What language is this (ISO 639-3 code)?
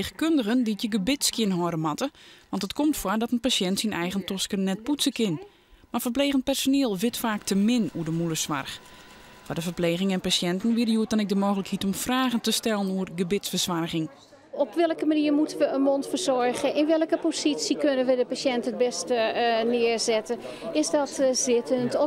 fry